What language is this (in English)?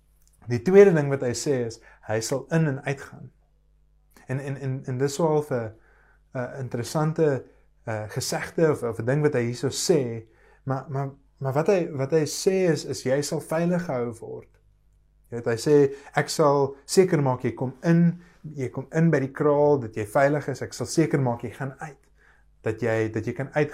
Afrikaans